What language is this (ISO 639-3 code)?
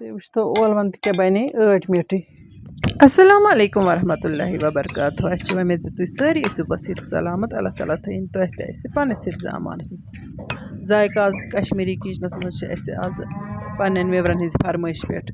kas